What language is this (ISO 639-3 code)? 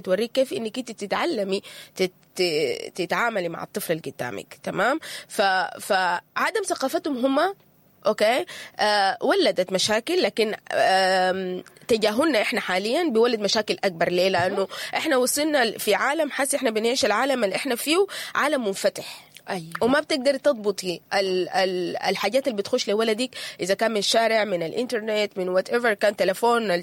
apd